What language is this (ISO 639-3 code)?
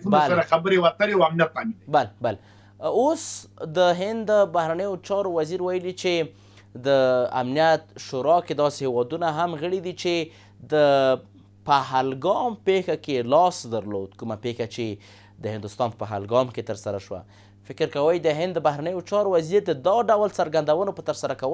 pus